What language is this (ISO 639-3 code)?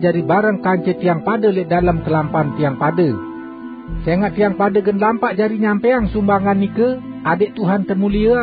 sas